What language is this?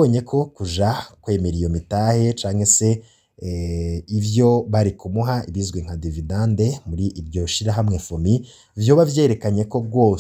Rundi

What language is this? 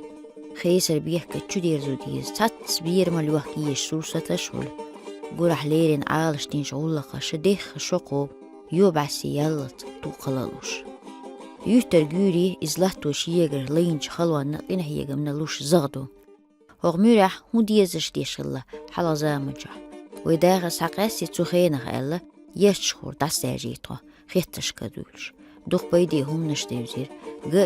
Chechen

